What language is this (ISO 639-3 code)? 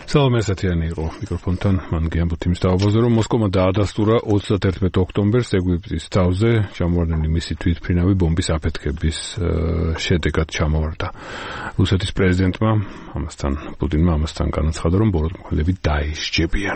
kat